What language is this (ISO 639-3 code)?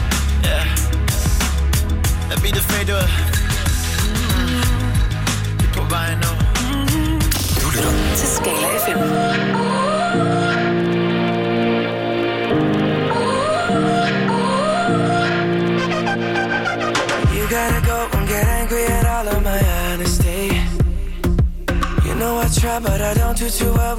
dan